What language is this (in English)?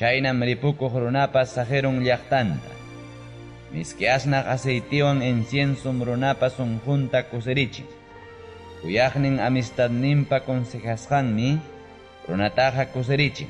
Ayacucho Quechua